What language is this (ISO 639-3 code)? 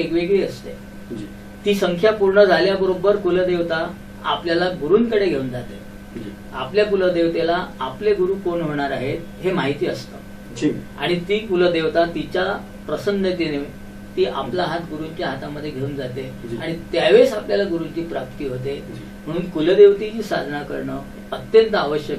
mar